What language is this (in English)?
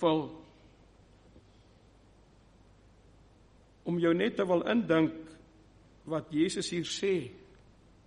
Afrikaans